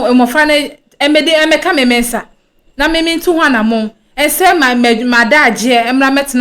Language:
Akan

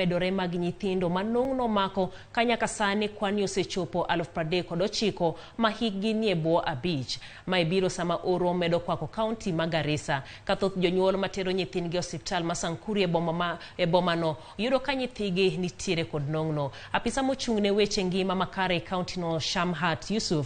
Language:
Luo (Kenya and Tanzania)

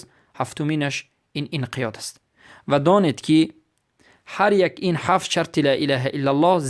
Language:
Persian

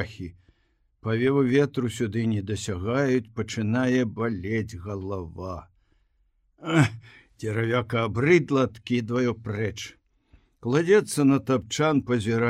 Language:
Belarusian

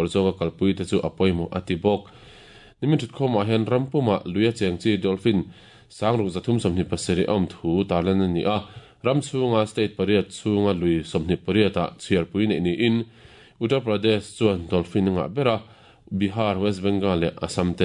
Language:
Mizo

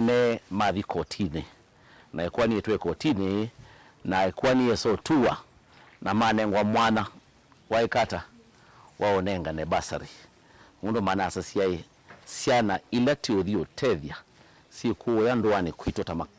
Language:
Kamba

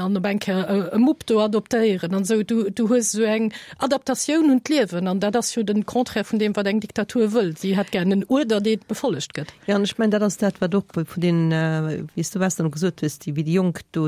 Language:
Luxembourgish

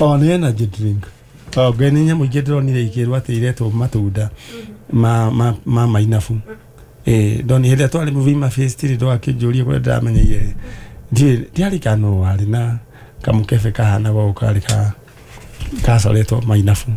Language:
Kikuyu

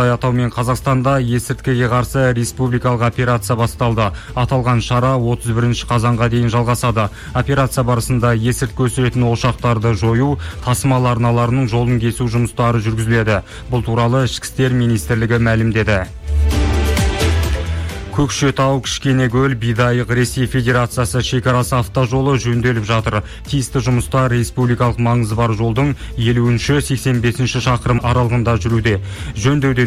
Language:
Kazakh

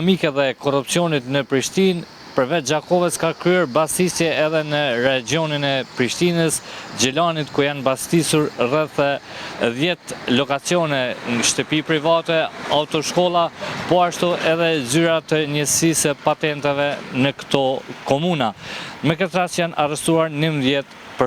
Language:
Albanian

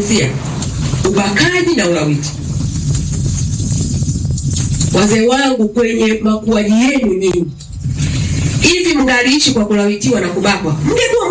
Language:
Swahili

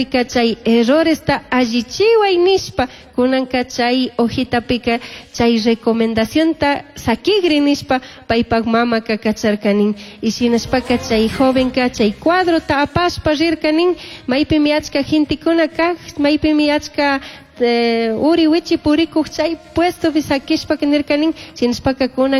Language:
Chimborazo Highland Quichua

